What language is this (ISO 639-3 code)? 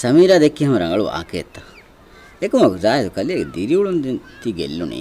div